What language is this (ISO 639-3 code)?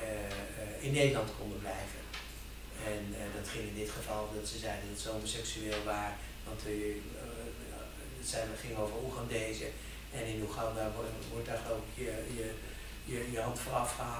nld